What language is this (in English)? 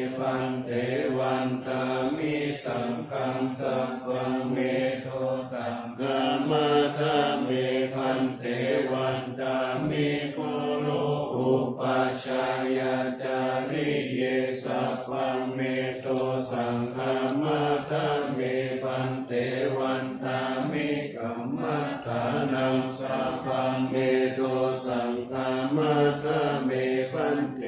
Pali